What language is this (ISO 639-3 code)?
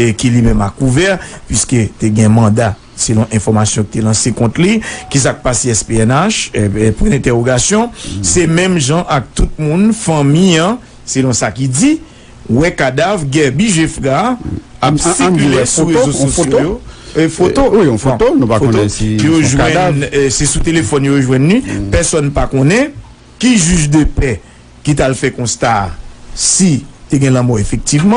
hat